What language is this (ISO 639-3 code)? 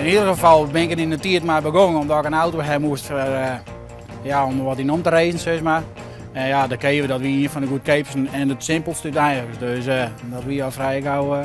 fry